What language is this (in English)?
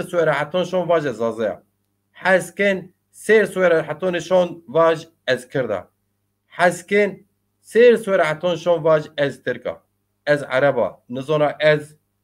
Zaza